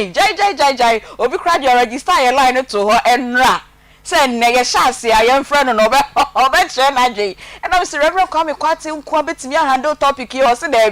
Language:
Akan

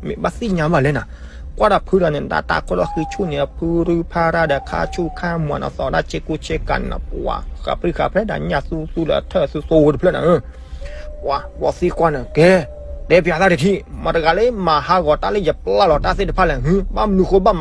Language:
S'gaw Karen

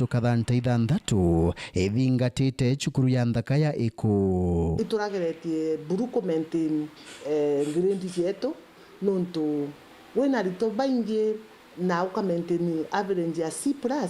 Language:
Meru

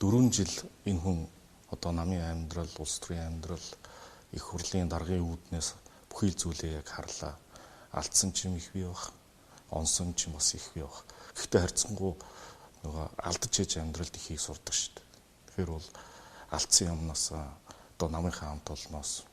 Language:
Mongolian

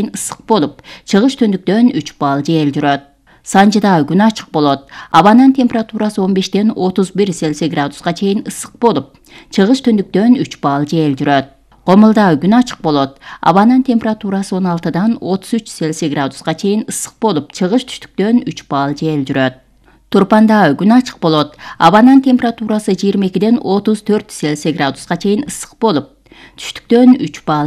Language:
Kyrgyz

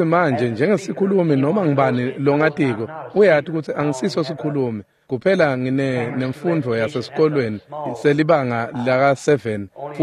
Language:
Swati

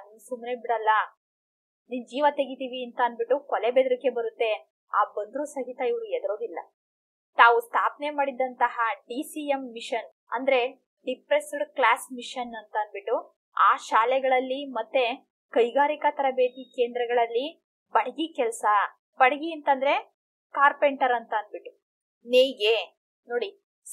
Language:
Kannada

